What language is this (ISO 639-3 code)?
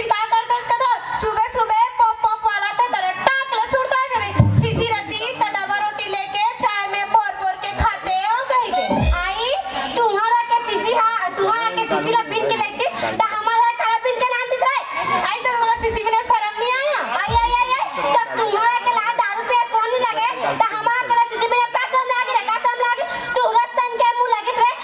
hne